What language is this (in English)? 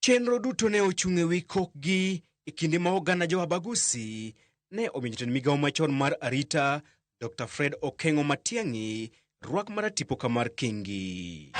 Luo (Kenya and Tanzania)